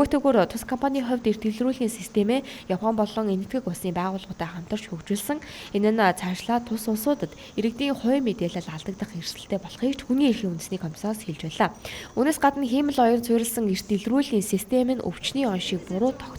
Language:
Mongolian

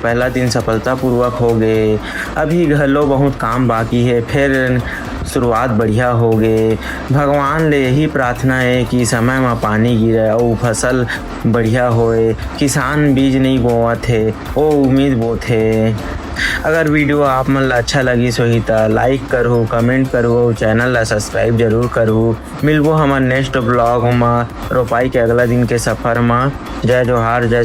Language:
Chhattisgarhi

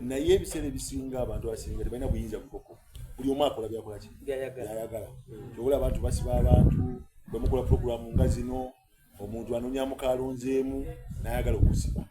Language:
Soga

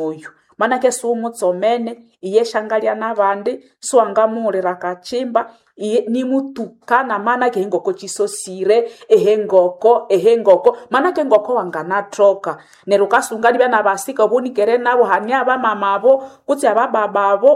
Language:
Nande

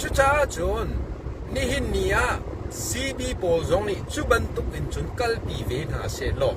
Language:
Hakha Chin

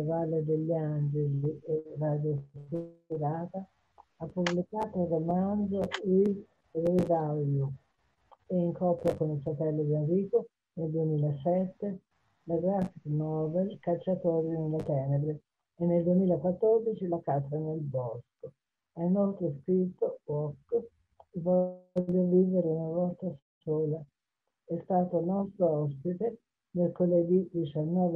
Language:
Italian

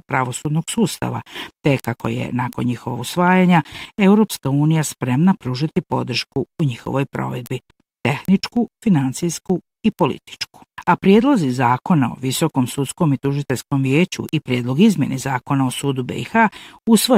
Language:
Bosnian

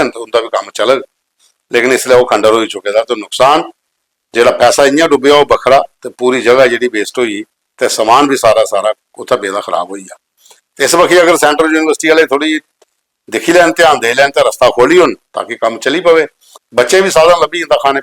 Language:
Dogri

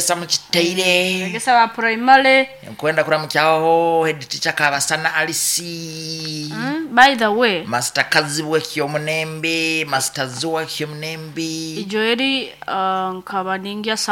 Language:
Nyoro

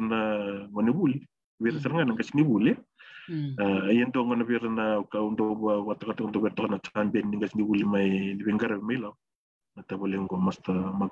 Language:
Fijian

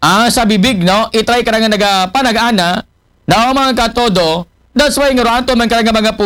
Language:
Aklanon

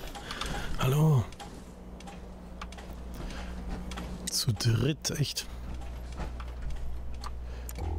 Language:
German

